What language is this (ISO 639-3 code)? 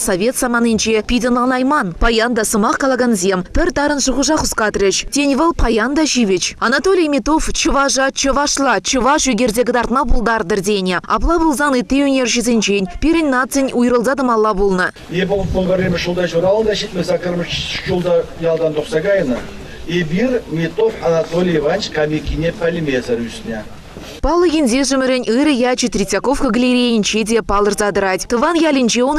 chv